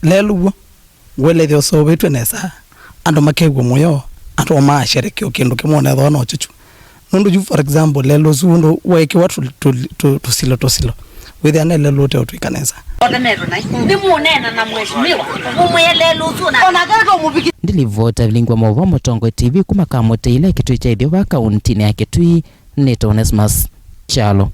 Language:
Kamba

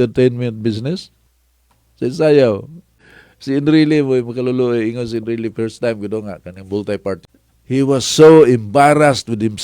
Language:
Cebuano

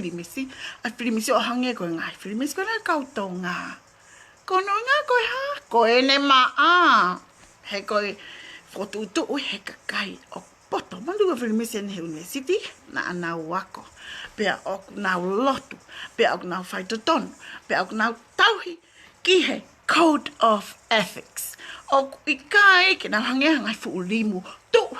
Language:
Tongan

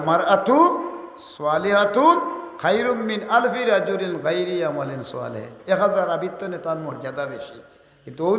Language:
Sylheti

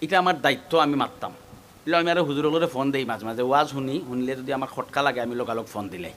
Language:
Sylheti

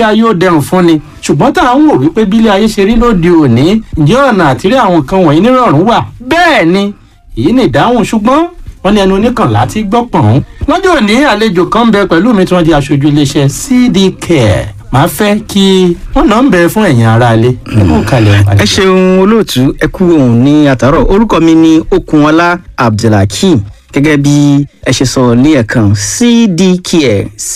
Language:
Yoruba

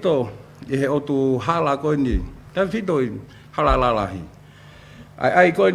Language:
Tongan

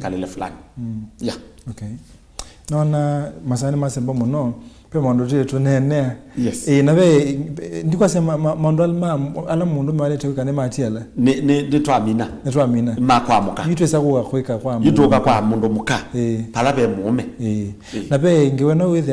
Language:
Kamba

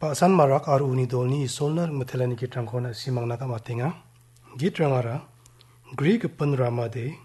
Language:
Garo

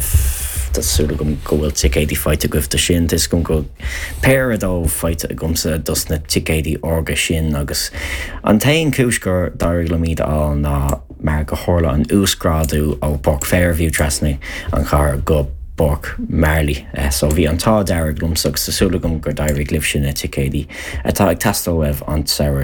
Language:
Irish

